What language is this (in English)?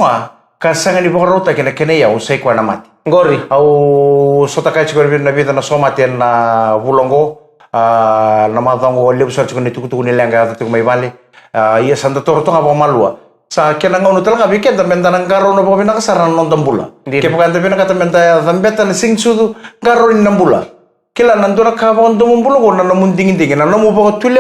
Fijian